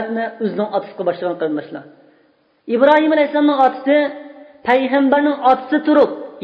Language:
Uyghur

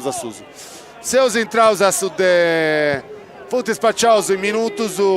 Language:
Sardinian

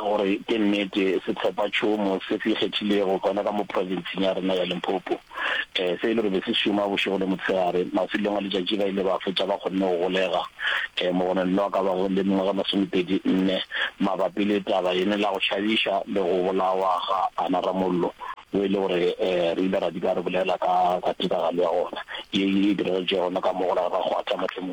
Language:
Northern Sotho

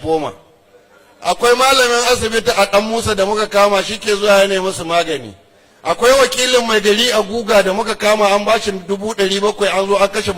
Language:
Hausa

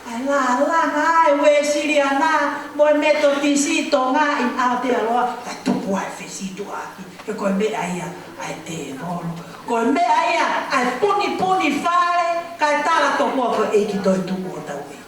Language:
Tongan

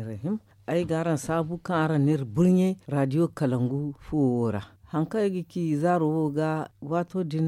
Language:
Zarma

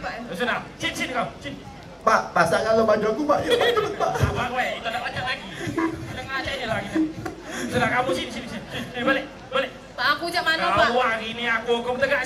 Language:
Musi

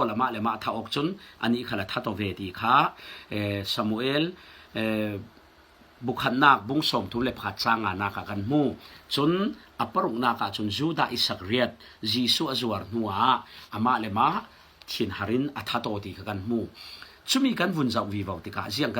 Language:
Falam Chin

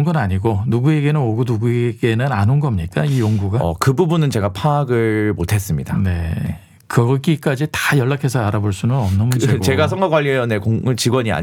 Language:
Korean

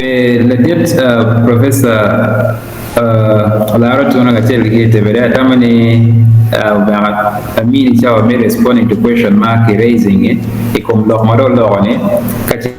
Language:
Acoli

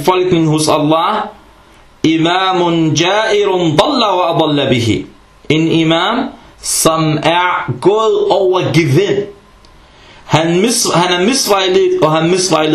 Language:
Danish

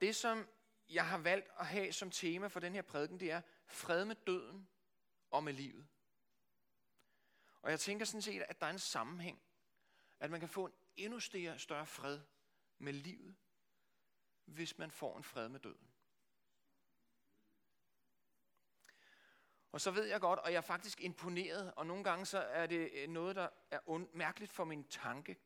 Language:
Danish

